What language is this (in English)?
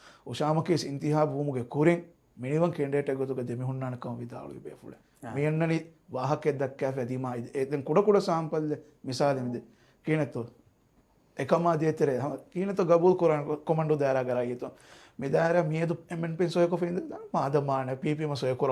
Divehi